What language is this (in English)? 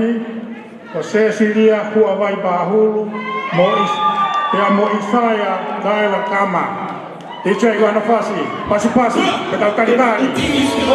Tongan